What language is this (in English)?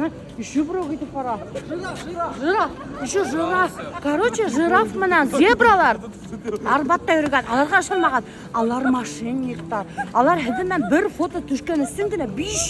Bashkir